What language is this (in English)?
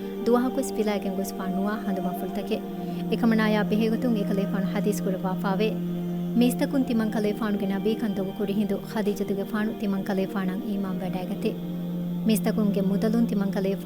Divehi